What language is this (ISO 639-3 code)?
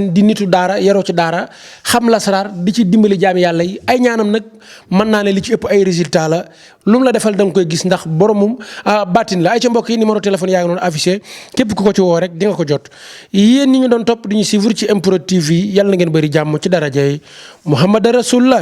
wol